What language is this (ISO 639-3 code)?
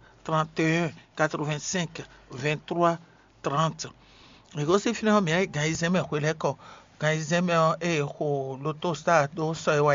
fon